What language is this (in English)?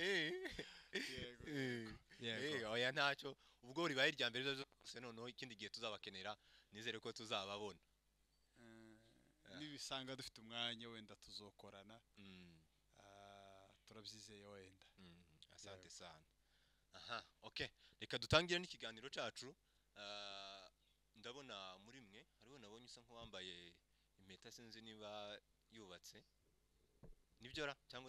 Kinyarwanda